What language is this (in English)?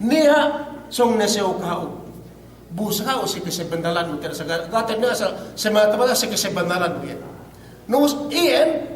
Yakan